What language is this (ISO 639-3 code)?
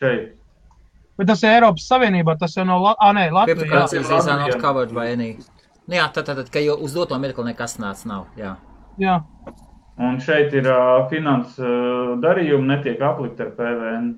lav